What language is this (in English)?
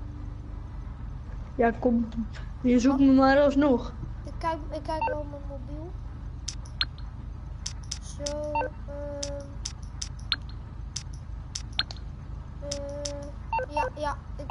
Dutch